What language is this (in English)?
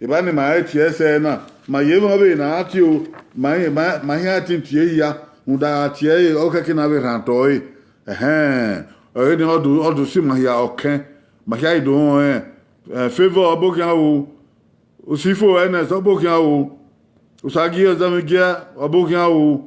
Bini